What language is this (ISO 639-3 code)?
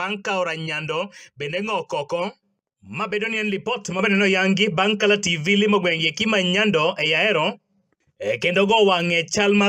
luo